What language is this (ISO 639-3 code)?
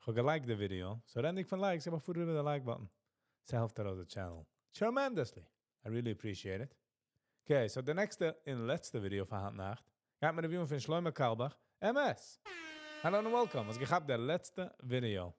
yid